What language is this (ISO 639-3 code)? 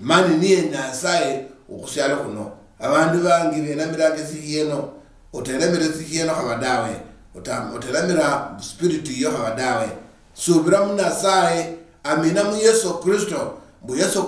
luy